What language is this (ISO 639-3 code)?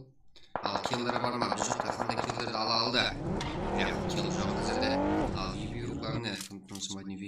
kaa